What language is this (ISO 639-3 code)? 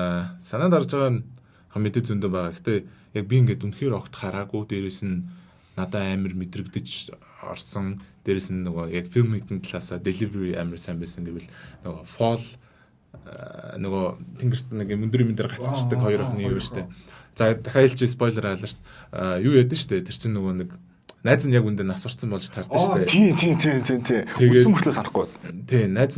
mon